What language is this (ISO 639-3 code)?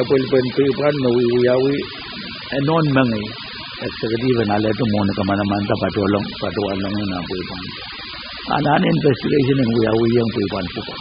pon